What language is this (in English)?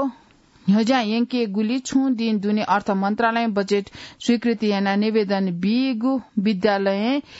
Newari